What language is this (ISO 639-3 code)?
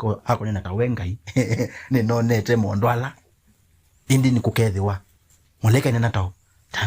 kam